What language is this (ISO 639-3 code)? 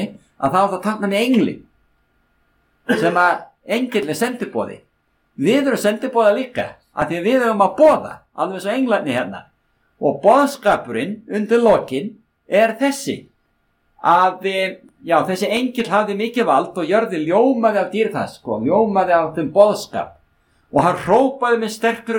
isl